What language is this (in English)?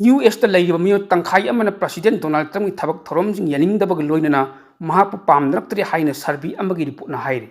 Manipuri